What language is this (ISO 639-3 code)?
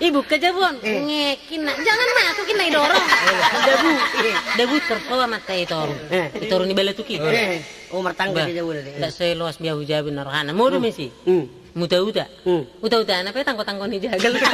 bbc